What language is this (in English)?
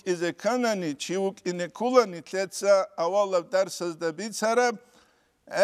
Avaric